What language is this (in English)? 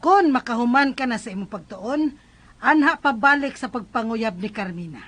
Cebuano